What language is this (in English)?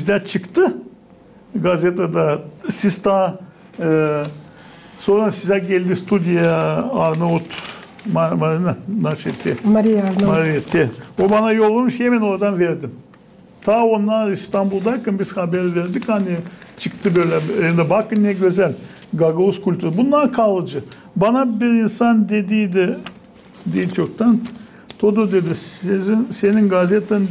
Gagauz